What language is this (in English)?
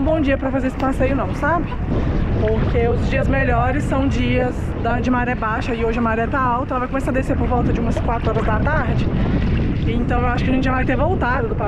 Portuguese